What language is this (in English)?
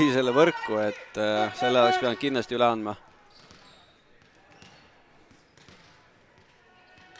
Estonian